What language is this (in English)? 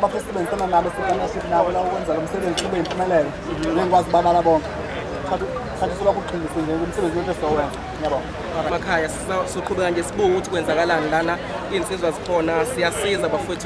Zulu